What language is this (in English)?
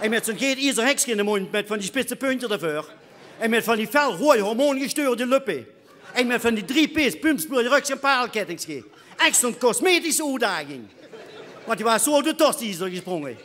Limburgish